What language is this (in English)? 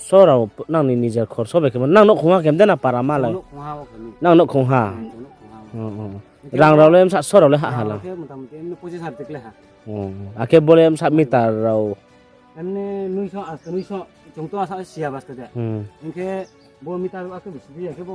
Riang (India)